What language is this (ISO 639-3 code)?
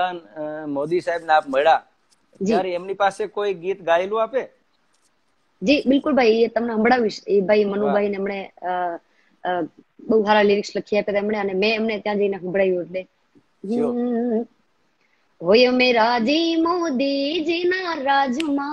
guj